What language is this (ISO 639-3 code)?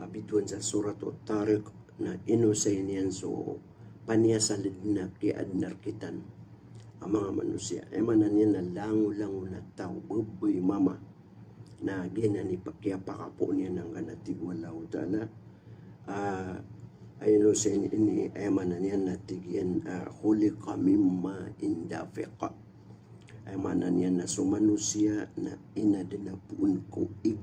mrw